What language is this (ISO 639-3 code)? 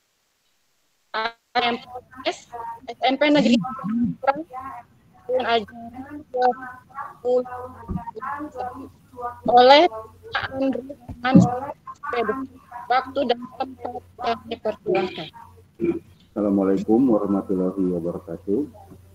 ind